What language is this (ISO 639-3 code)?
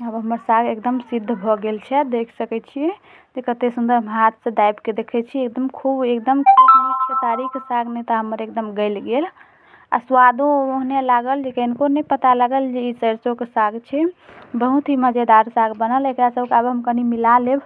mai